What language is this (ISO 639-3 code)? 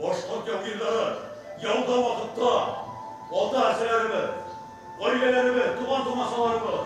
bak